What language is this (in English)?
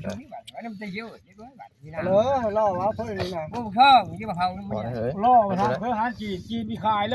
Northeastern Thai